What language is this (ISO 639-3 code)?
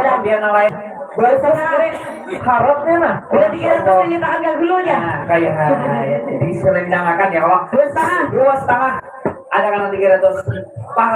bjn